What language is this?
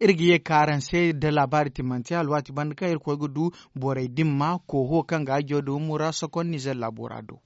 Zarma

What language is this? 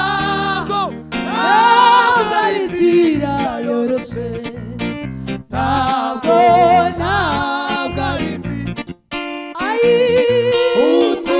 Kinyarwanda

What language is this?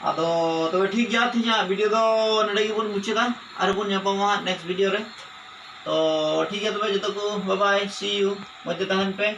Santali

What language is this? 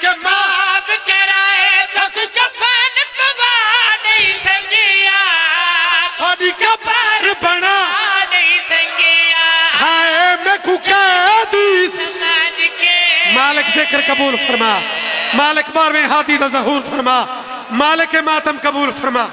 Pahari-Potwari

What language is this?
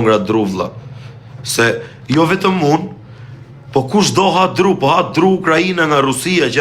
Albanian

